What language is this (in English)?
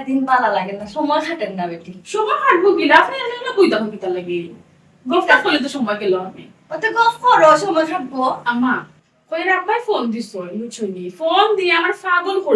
Sylheti